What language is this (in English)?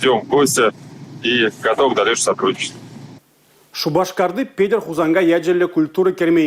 Chuvash